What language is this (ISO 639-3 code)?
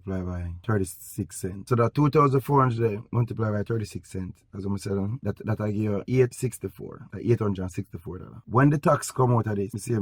jam